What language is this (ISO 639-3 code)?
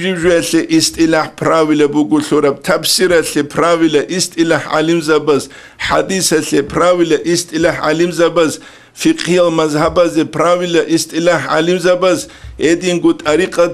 ava